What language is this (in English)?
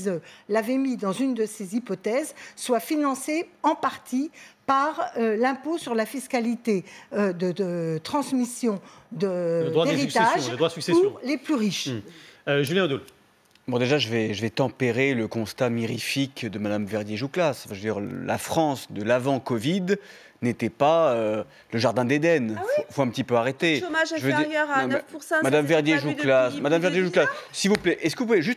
French